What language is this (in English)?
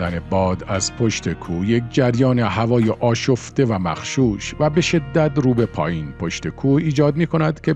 Persian